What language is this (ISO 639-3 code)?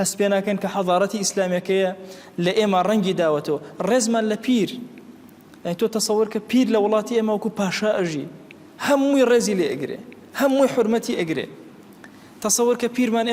ckb